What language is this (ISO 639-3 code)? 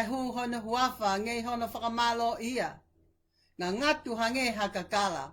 ton